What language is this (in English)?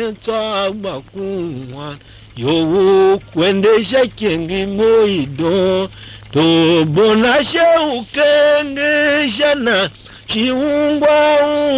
Tiv